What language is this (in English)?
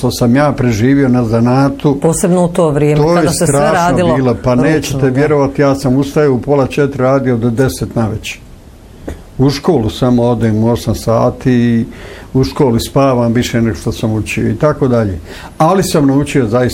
Bosnian